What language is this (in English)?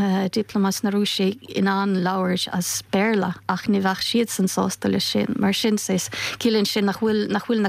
Irish